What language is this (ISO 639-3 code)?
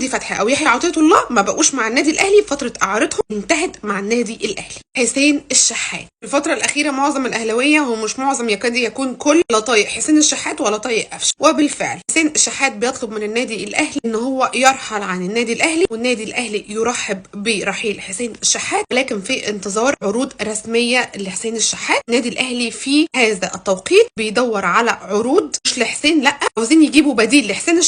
arz